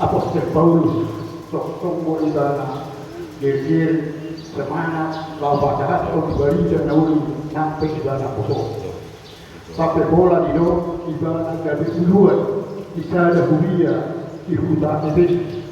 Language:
Batak Toba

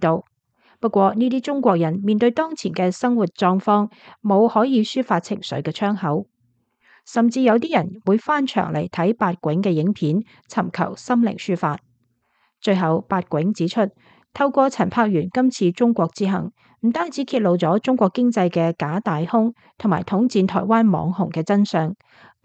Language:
Cantonese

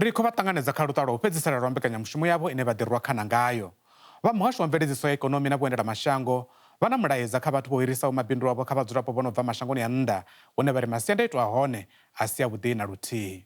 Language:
Venda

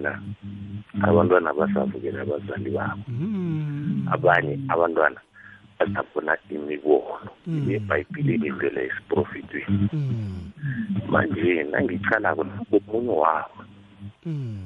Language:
South Ndebele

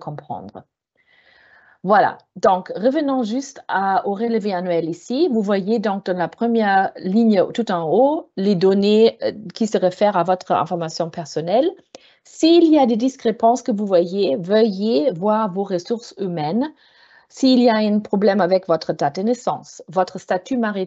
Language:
French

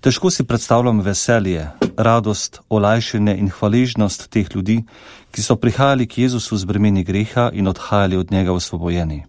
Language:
Slovenian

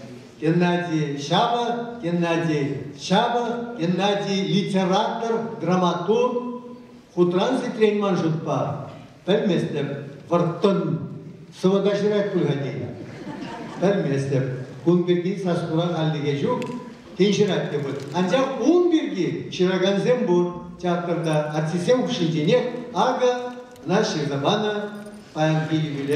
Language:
Chuvash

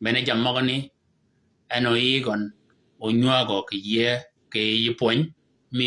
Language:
Shilluk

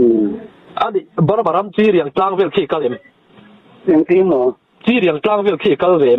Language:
Mizo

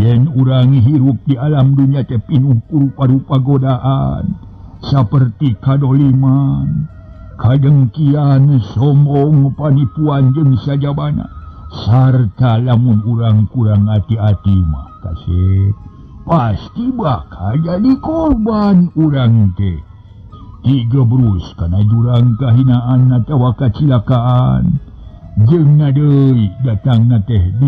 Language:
Sundanese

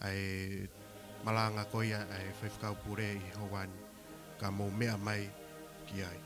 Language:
Tongan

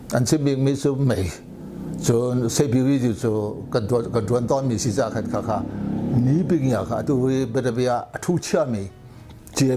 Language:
Hakha Chin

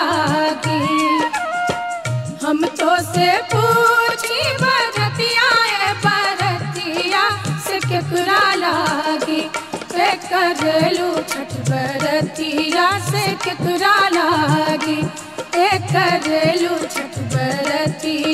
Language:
Bhojpuri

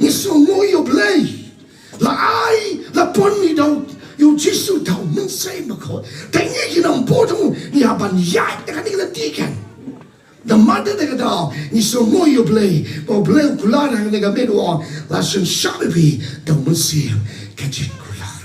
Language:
Khasi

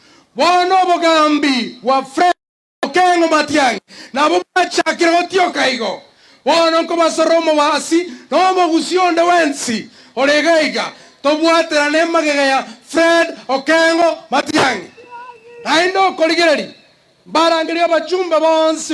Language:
Gusii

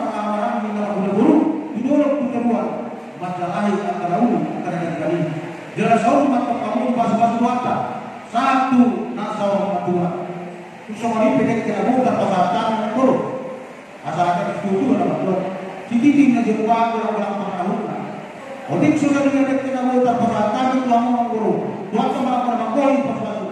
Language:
Batak Toba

